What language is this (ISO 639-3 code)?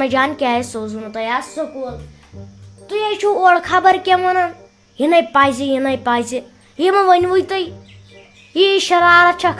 kas